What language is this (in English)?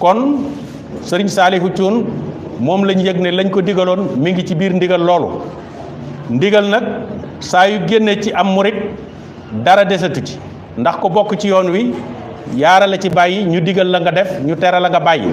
Wolof